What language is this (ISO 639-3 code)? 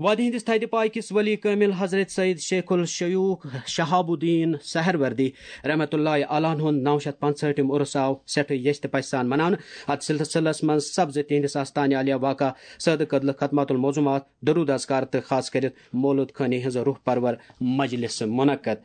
kas